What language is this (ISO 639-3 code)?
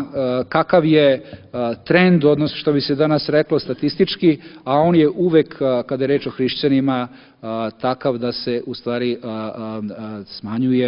srp